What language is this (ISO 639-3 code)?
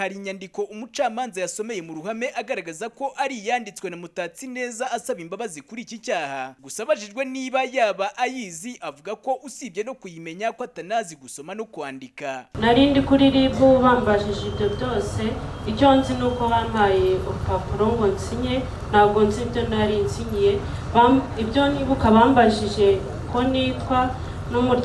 kin